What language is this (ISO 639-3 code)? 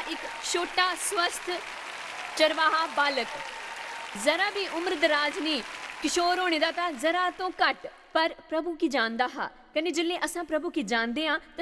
doi